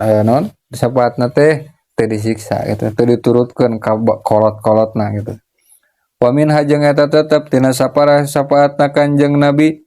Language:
Sundanese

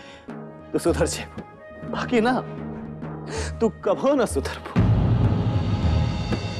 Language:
Bhojpuri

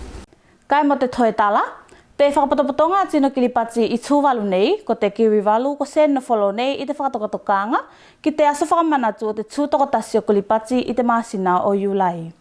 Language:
Tuvalu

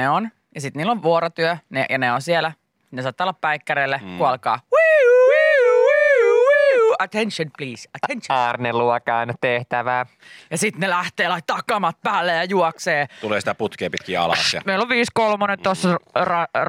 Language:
Finnish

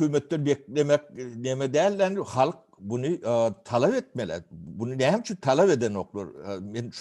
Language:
Turkmen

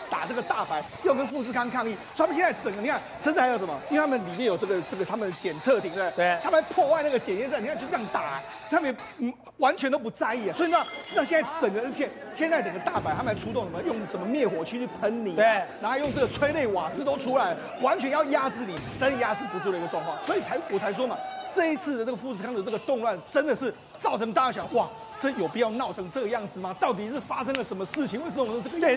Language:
Chinese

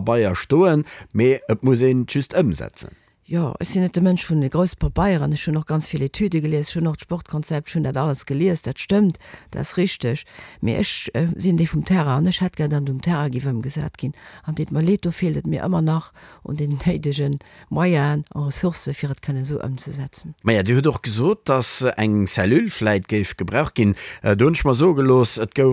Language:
Luxembourgish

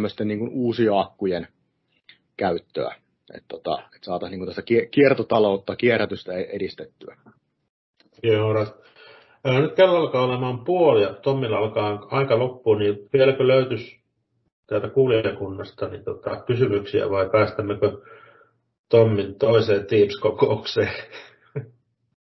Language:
Finnish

